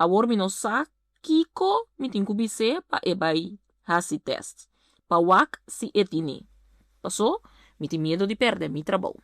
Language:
Papiamento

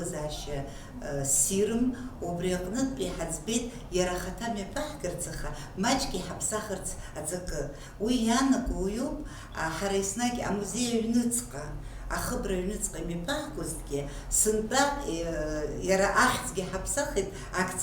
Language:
Abkhazian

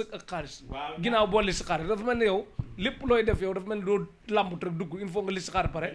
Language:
Wolof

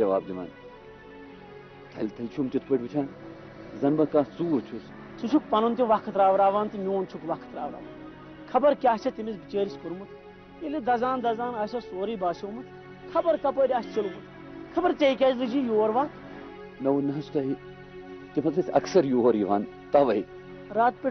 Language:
Kashmiri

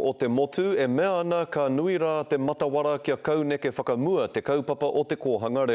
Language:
Māori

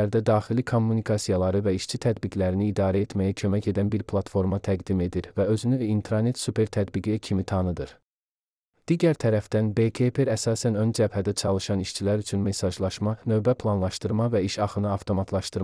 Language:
Azerbaijani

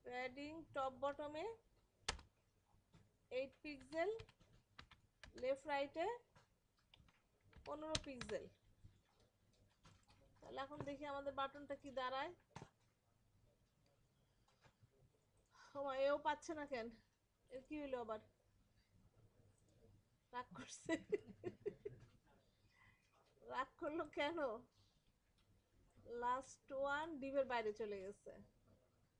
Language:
Bangla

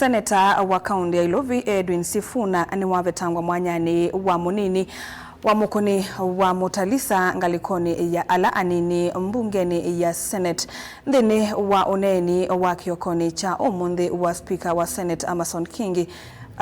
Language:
Kamba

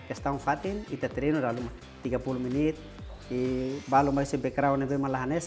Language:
Tetum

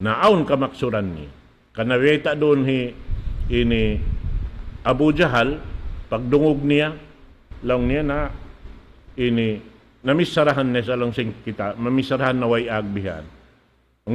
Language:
Tausug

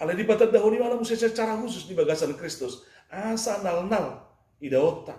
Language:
Batak Toba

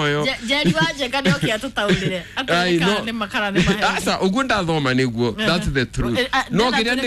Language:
Kikuyu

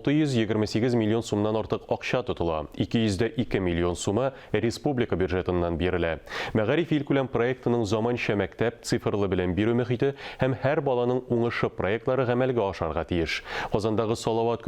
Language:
Tatar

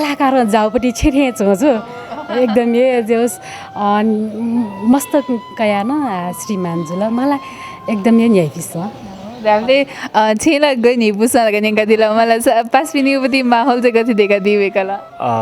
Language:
Newari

